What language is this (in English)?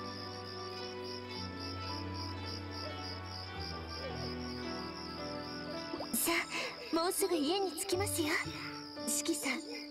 Japanese